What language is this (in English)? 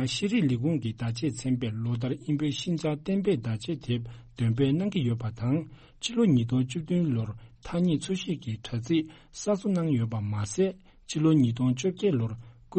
Tibetan